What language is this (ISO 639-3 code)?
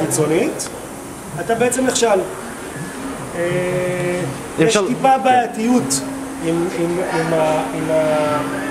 heb